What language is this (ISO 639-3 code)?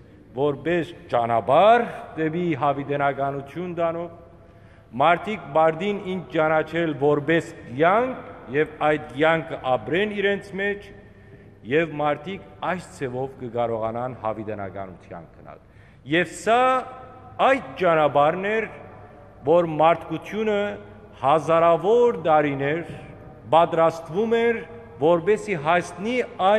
hyw